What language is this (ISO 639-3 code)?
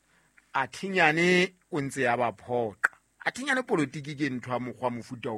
sot